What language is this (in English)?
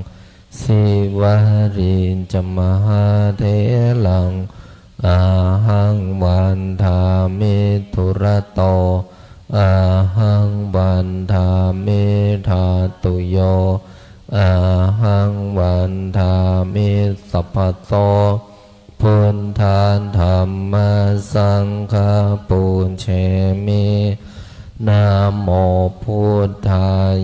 Pali